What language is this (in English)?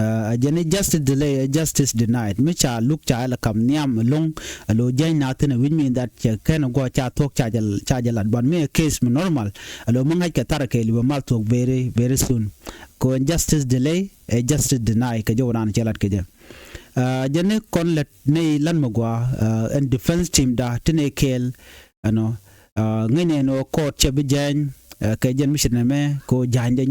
Nuer